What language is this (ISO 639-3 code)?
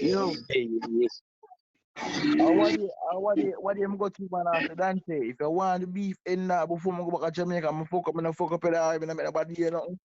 jam